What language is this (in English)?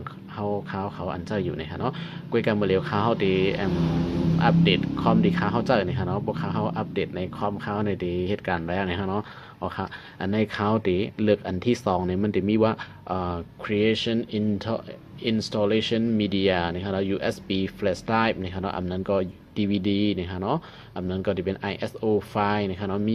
Shan